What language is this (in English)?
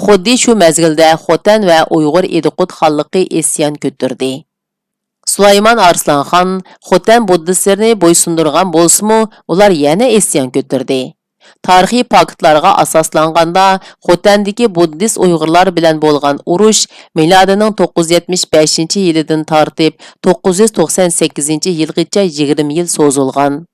Uyghur